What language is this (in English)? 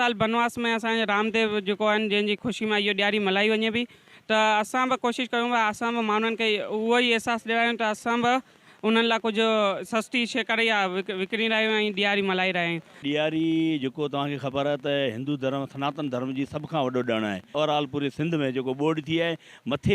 Sindhi